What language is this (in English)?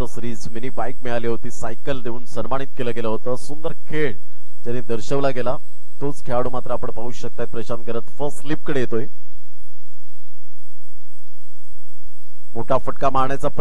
Marathi